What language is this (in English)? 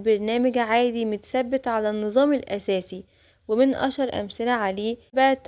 Egyptian Arabic